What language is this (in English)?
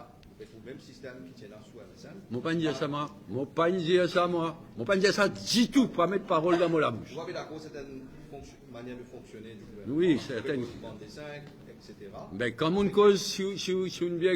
Morisyen